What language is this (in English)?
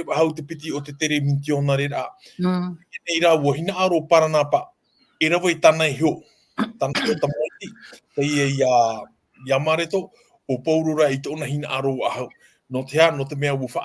Tahitian